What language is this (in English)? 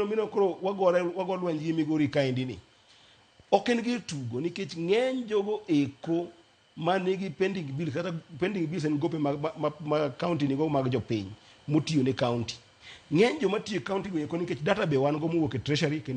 Luo (Kenya and Tanzania)